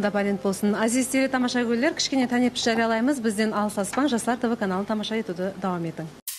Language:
Kara-Kalpak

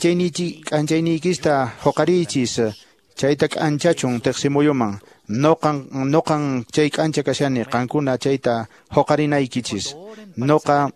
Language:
Quechua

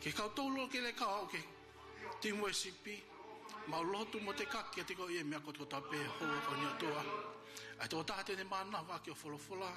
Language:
Tongan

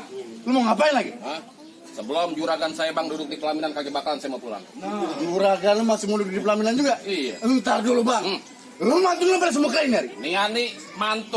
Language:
Betawi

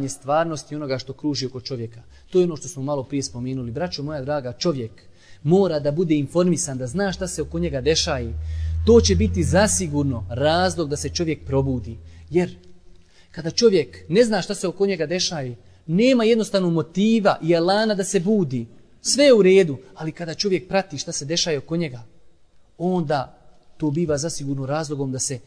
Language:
Bosnian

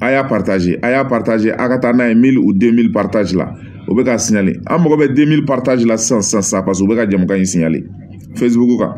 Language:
Bambara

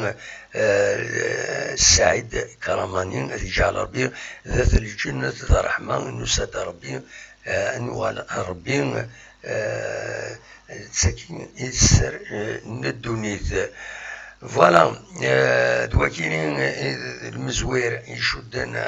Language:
Kabyle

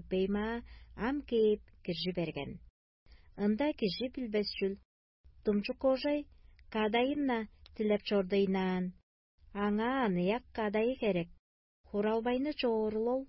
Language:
Tuvinian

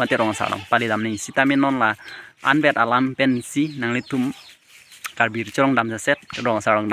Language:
Karbi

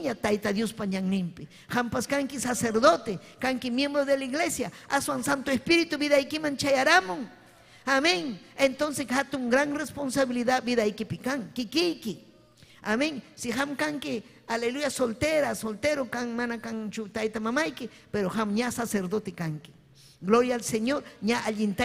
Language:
Ayacucho Quechua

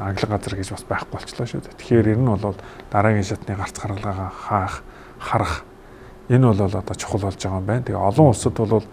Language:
Mongolian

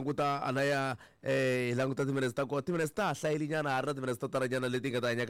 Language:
Tsonga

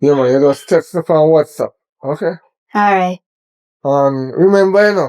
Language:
Jamaican Creole English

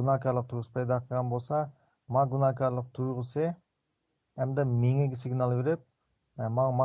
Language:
Uyghur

